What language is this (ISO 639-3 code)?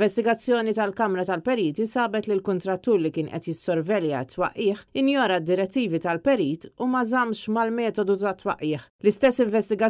mlt